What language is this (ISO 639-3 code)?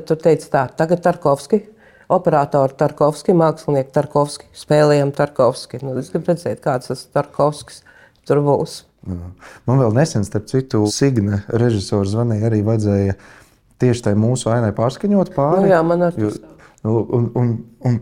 lav